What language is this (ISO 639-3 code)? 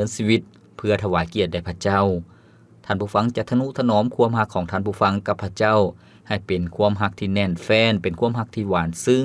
lao